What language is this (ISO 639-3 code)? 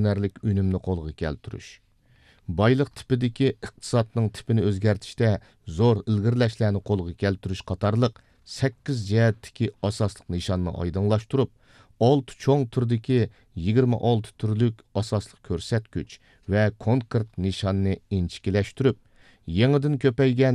uig